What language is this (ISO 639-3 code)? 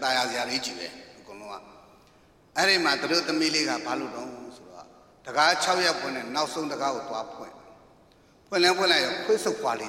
mya